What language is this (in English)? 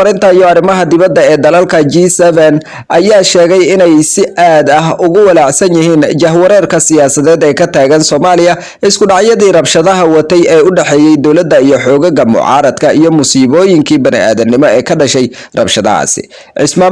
Somali